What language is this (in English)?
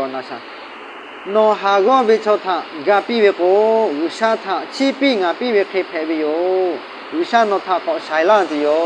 Lahu